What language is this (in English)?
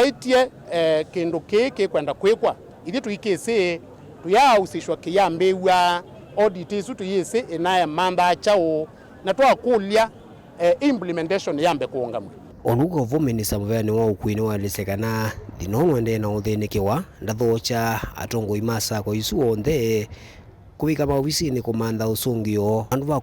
Kamba